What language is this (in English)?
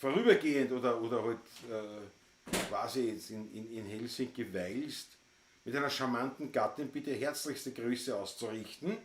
Bavarian